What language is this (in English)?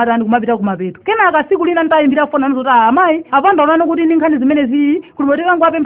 Nyanja